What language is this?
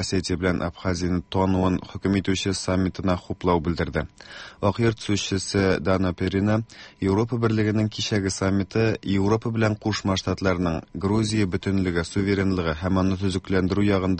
Tatar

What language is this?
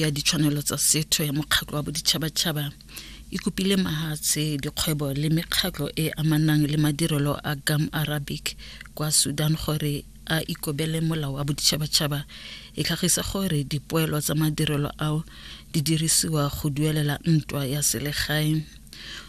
Tswana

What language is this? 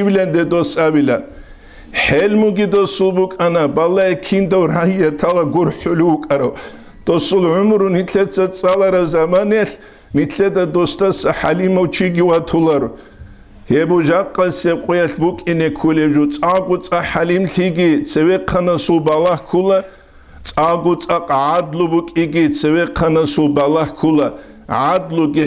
Avaric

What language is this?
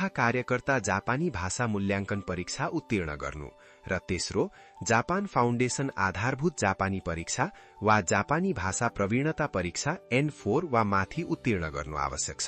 Nepali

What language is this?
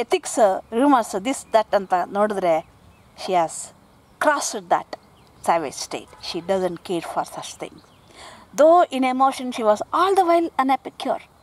Kannada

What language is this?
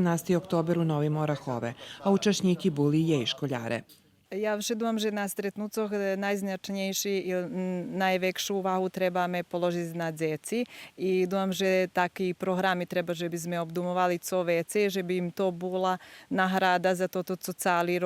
Rusyn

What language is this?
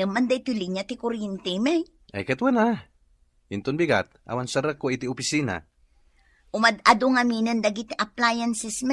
Iloko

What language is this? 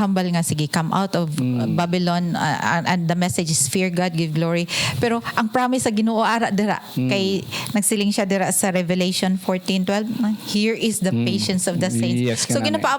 Hiligaynon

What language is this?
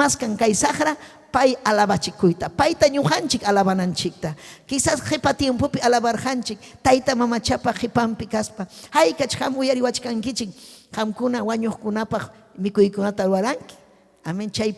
Ayacucho Quechua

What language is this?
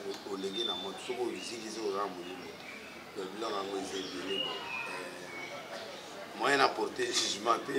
Lingala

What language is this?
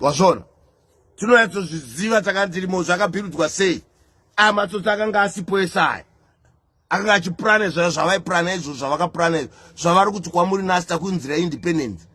Shona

